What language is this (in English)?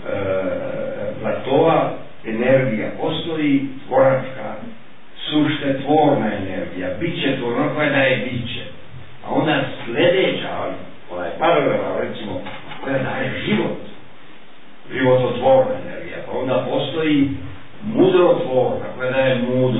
Croatian